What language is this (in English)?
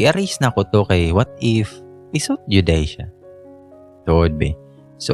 Cebuano